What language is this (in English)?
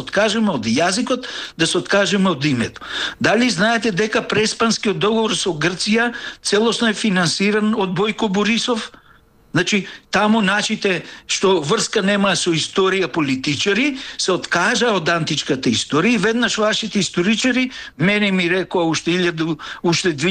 Macedonian